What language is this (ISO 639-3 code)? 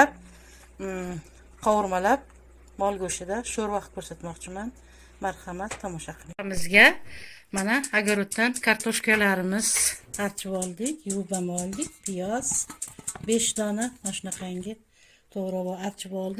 uzb